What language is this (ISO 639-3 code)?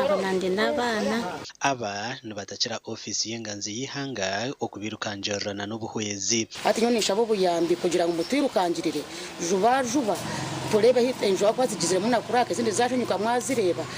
nyn